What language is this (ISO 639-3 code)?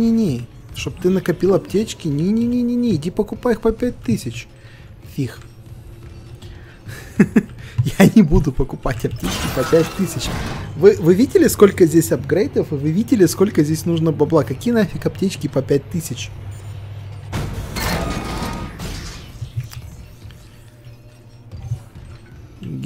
rus